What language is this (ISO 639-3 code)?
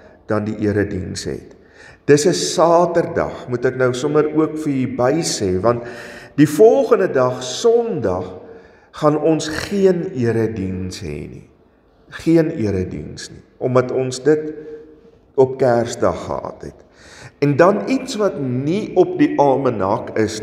afr